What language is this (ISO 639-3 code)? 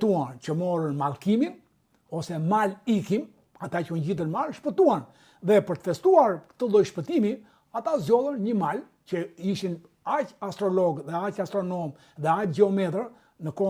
sqi